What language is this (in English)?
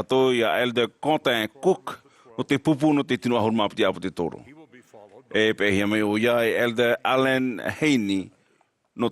Tahitian